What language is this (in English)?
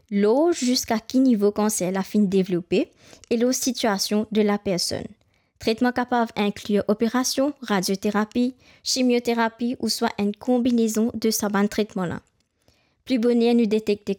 Morisyen